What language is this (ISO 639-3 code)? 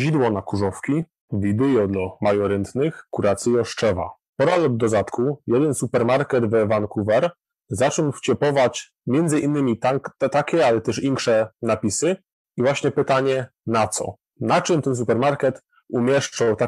szl